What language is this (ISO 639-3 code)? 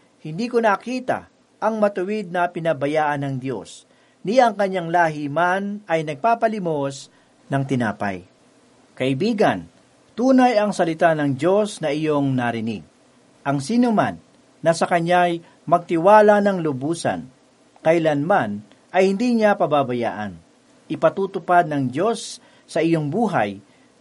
fil